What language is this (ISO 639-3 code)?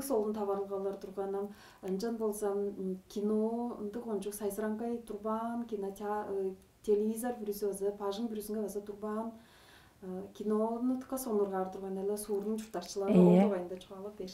tyv